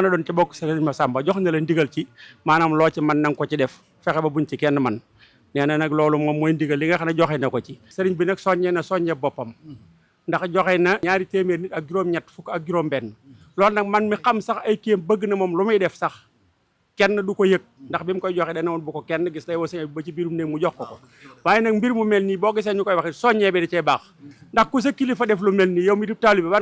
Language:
Wolof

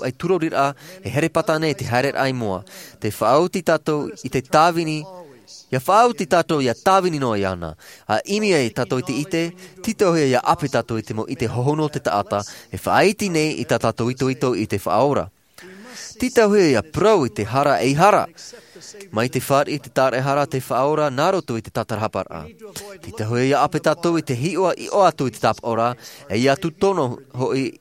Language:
Tahitian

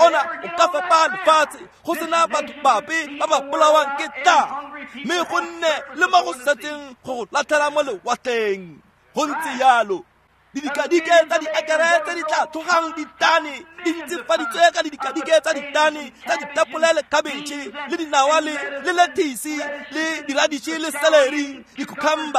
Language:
Tswana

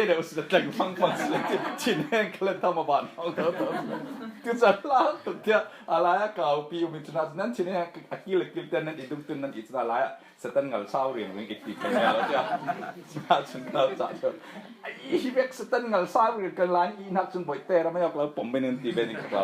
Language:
Falam Chin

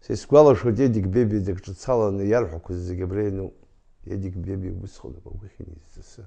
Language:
Abkhazian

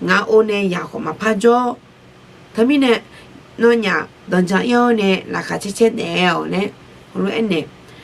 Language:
Akha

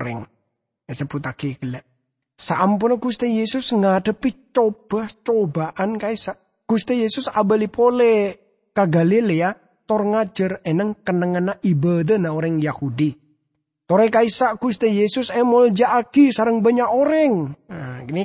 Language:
Madurese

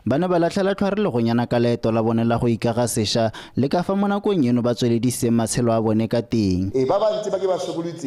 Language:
Tswana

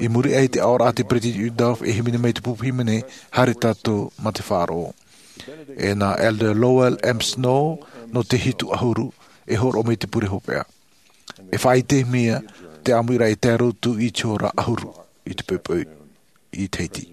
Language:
Tahitian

